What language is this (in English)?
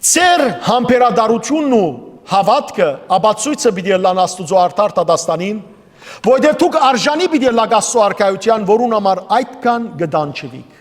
Western Armenian